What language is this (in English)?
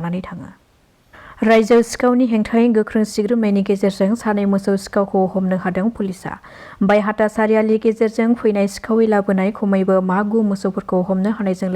Bodo